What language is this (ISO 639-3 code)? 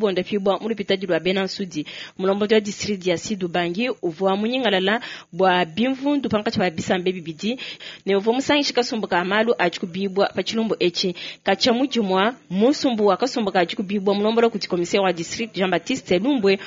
lua